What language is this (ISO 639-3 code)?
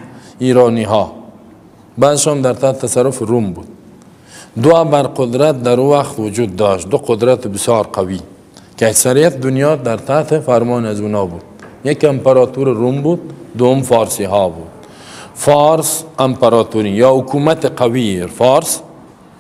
fas